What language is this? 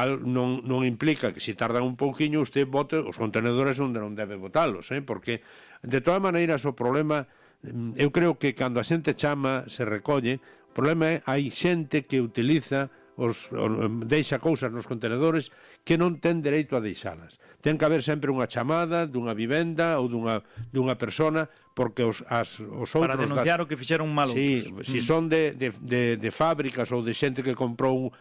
Galician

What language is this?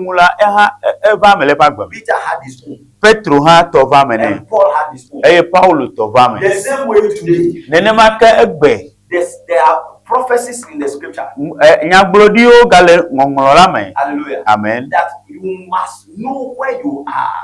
Ewe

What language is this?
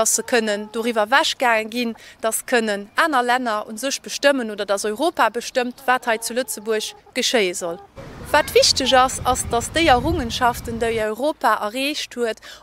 Luxembourgish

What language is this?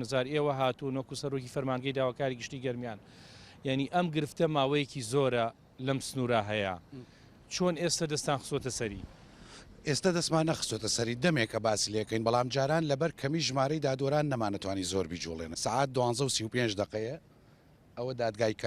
Central Kurdish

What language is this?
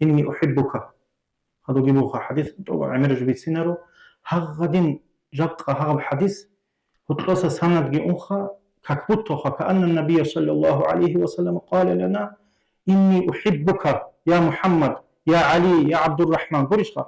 Avaric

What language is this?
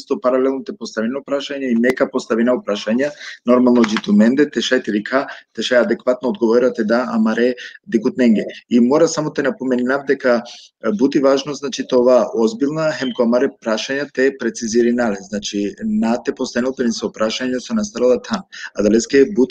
Balkan Romani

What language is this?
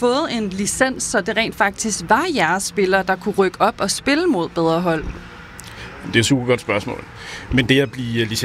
Danish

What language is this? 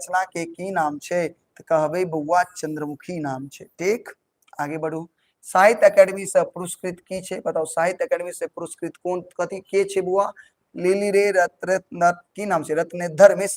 Maithili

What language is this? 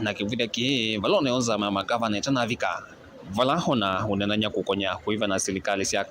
Kamba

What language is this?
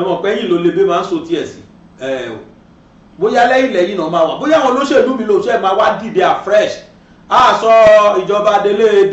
Yoruba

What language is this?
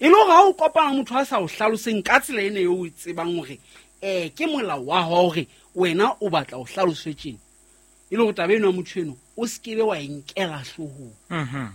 Southern Sotho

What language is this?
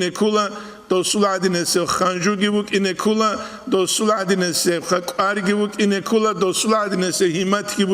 Avaric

